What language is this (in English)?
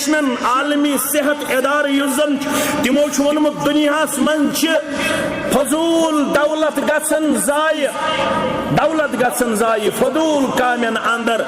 Kashmiri